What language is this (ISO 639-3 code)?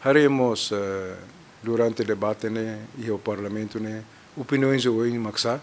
tet